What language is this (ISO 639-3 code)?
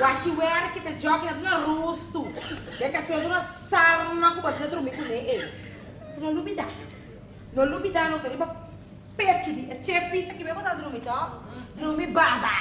pap